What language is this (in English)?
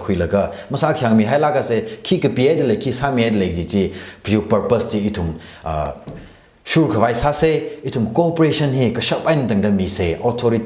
Tangkhul Naga (India)